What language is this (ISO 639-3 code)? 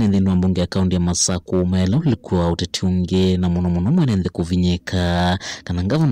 kam